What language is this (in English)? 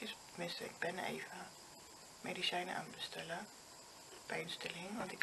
Dutch